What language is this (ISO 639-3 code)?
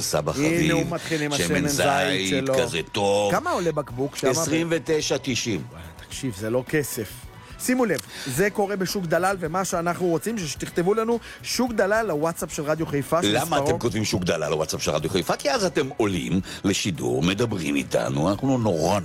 heb